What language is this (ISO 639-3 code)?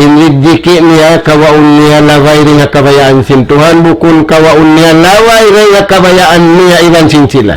tsg